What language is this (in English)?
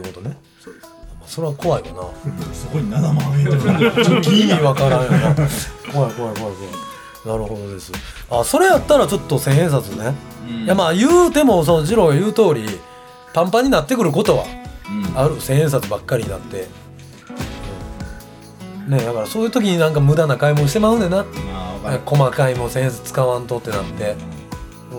Japanese